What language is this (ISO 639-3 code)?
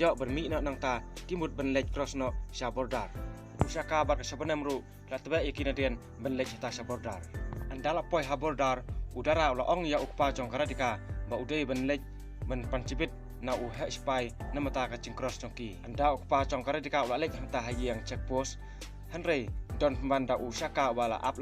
kha